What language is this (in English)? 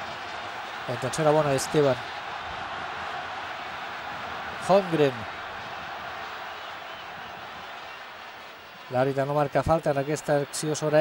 Catalan